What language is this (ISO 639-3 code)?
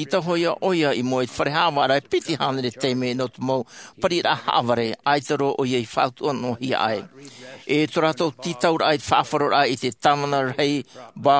tah